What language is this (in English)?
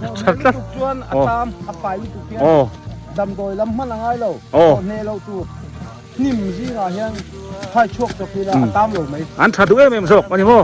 Biete